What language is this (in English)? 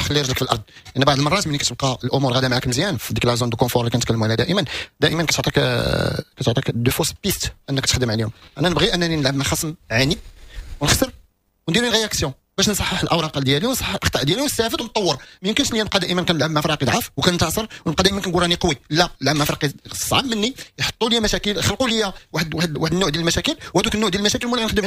Moroccan Arabic